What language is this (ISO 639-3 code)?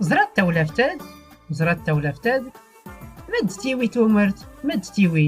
shi